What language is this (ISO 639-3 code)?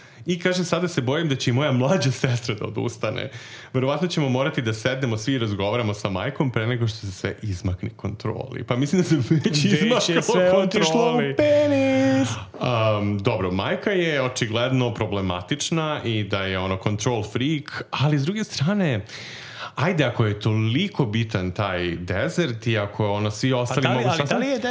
srp